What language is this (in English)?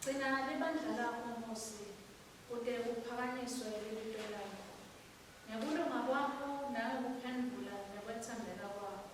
Swati